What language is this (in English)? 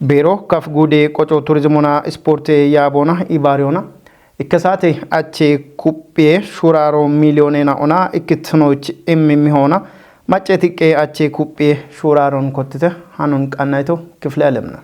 Kafa